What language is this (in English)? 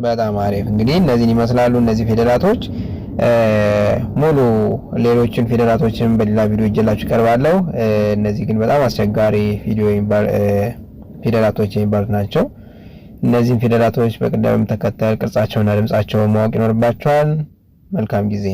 Amharic